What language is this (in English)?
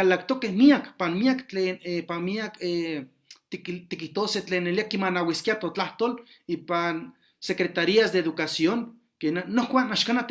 Eastern Huasteca Nahuatl